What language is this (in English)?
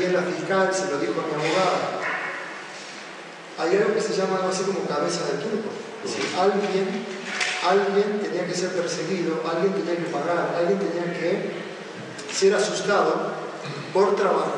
Spanish